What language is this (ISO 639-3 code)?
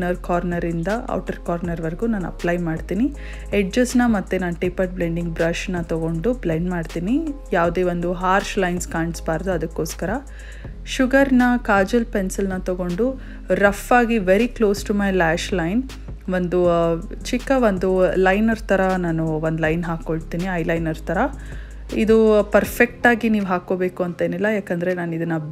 kan